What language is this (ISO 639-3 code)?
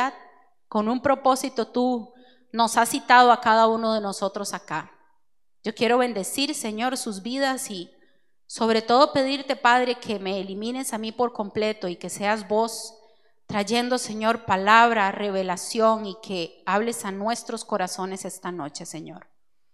spa